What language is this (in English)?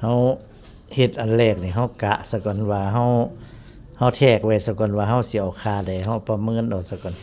Northeastern Thai